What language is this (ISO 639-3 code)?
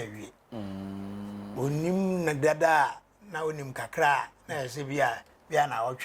aka